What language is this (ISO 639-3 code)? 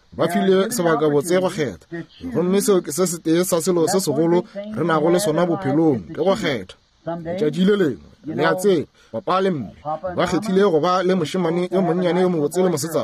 nso